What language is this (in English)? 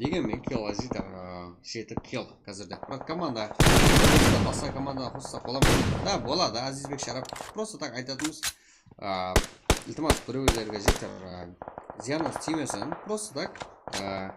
Kara-Kalpak